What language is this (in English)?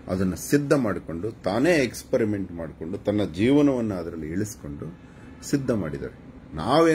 Kannada